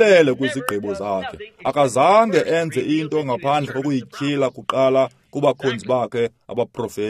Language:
Xhosa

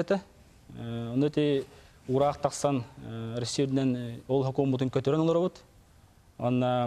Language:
Yakut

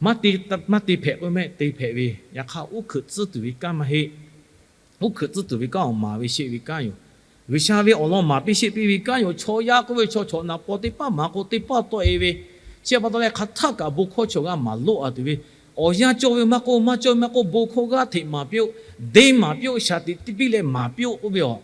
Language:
Lahu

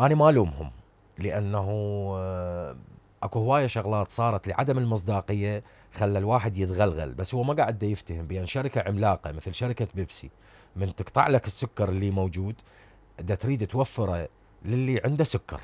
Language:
Mesopotamian Arabic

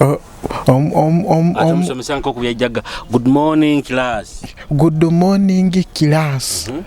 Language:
Nyoro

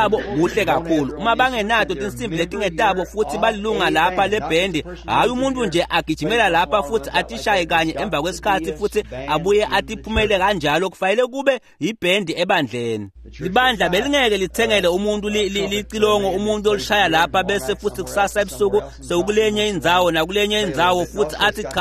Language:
Swati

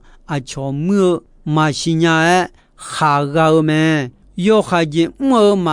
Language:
Akha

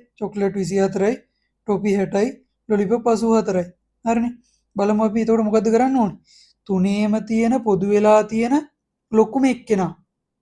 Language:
Sinhala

